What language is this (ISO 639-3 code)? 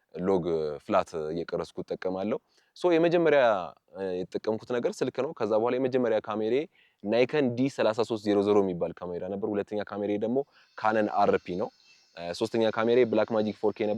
amh